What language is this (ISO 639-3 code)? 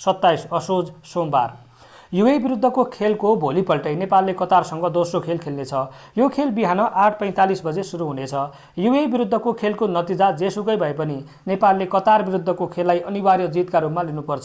nep